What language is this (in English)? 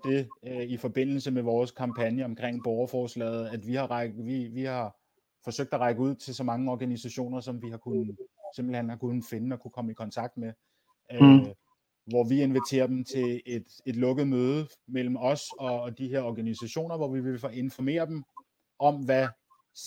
Danish